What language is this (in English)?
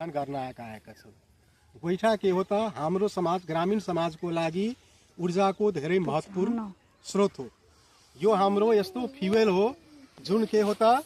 Nepali